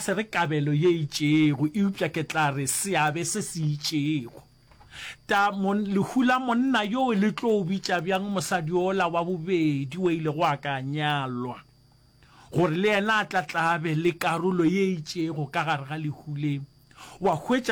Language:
Northern Sotho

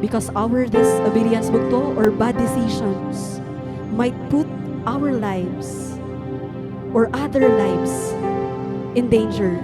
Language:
Waray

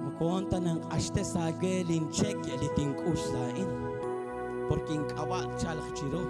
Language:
Kekchí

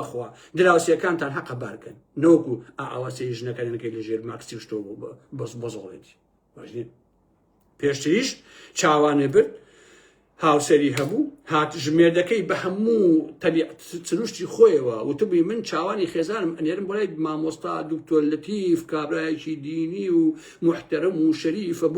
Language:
Central Kurdish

